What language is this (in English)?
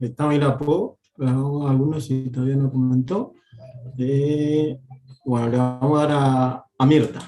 Guarani